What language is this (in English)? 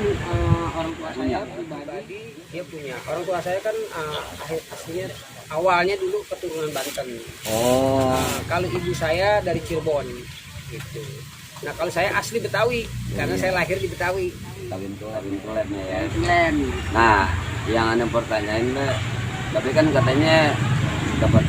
Betawi